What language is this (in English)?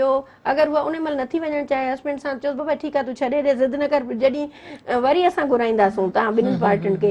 Sindhi